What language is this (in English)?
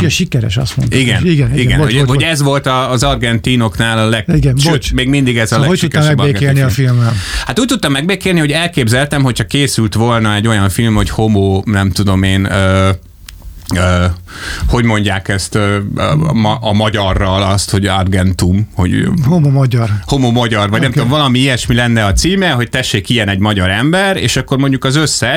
Hungarian